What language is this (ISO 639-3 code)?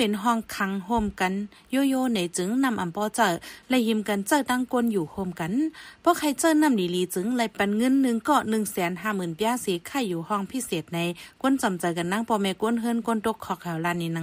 shn